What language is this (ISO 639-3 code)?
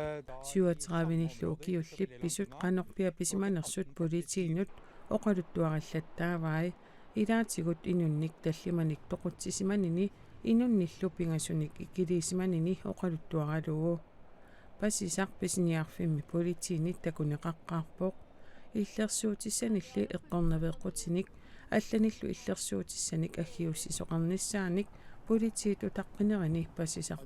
kal